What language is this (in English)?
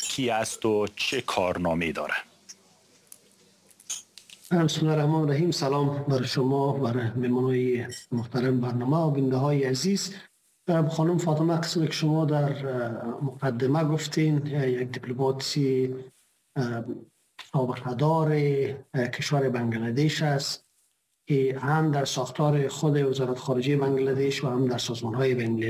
Persian